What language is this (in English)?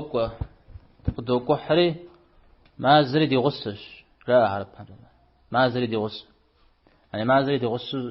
Kabardian